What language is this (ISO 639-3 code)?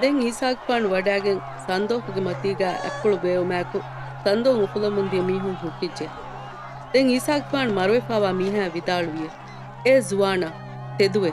div